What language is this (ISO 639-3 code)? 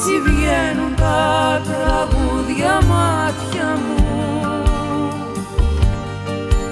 ell